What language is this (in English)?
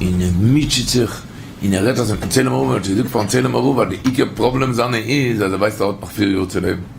Yiddish